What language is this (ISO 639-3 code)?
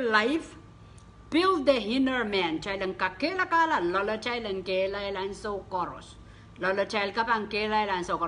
pon